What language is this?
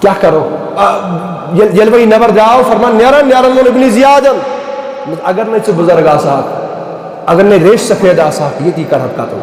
Kashmiri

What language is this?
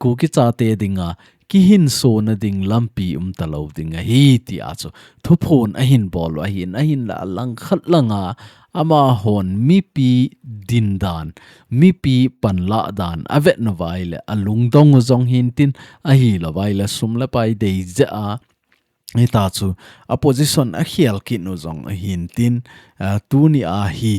Thado Chin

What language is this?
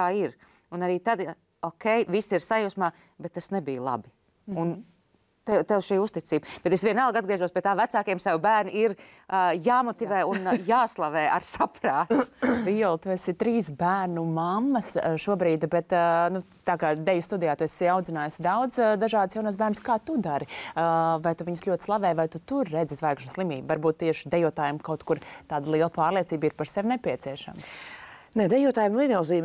Latvian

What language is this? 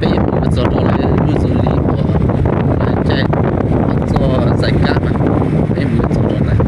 Hmong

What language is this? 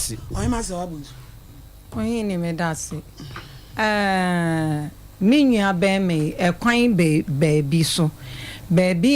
Akan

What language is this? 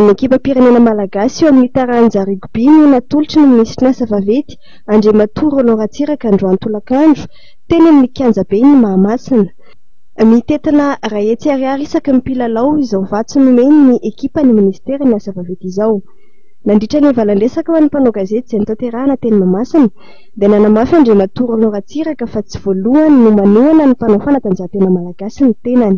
Malagasy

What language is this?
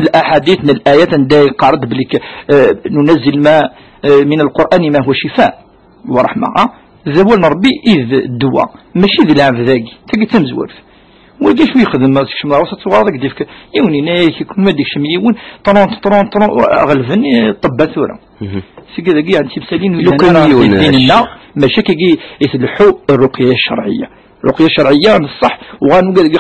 Kabyle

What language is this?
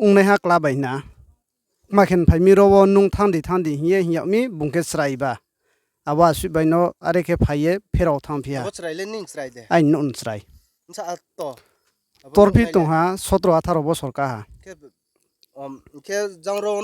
Riang (India)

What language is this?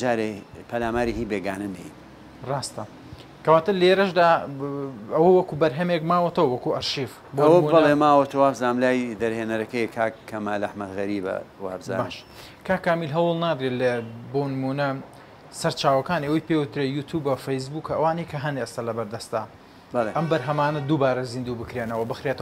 Central Kurdish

